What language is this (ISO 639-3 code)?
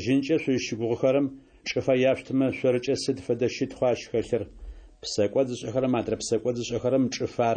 ady